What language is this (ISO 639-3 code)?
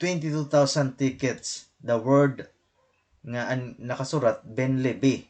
war